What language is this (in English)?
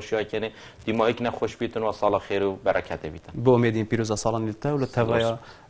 Kurdish